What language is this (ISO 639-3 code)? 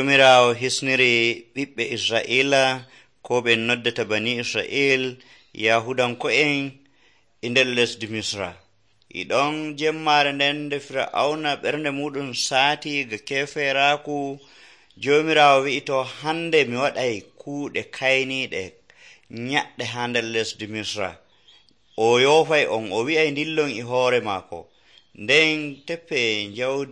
fuv